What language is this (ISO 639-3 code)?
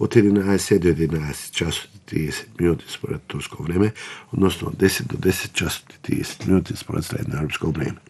mkd